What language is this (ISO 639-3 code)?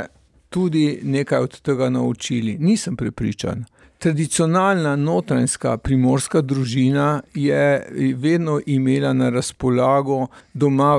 slv